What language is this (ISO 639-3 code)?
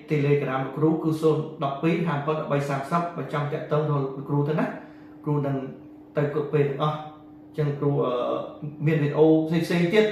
khm